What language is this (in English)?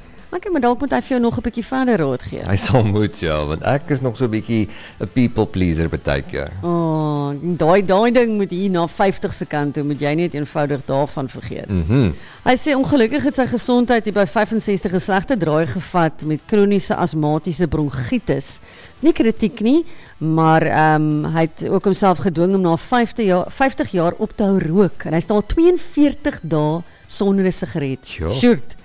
Afrikaans